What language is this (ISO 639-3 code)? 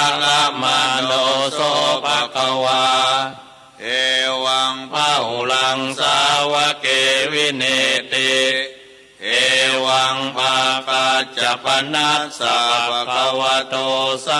pli